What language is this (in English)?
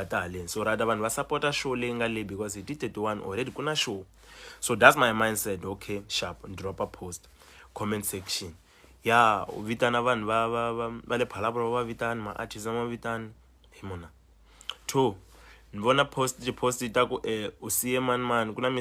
Tsonga